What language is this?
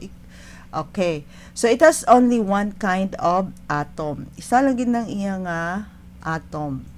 Hiligaynon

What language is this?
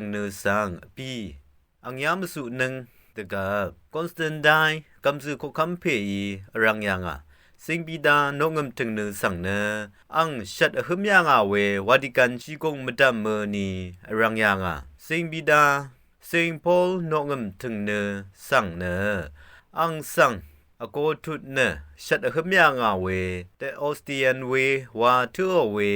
Rawang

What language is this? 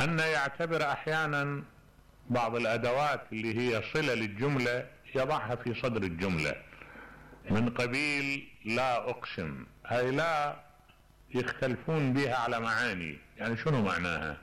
Mesopotamian Arabic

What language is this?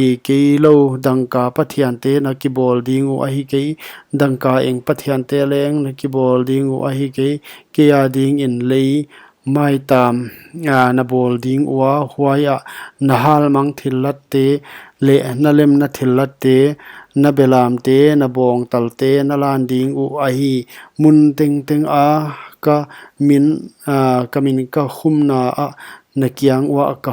Paite Chin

